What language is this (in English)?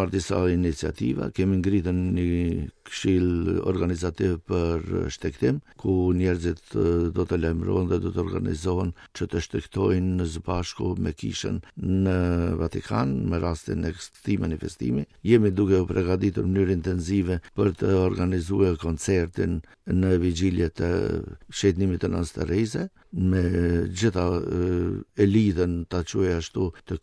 Albanian